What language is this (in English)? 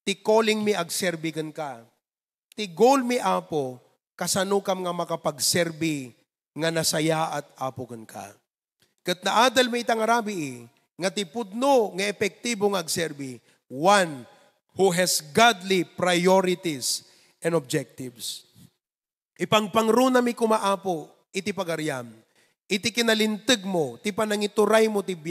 Iloko